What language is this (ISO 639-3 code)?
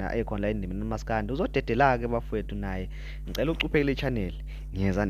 zul